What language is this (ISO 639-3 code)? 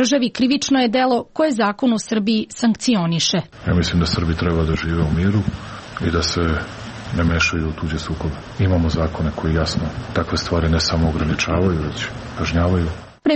srp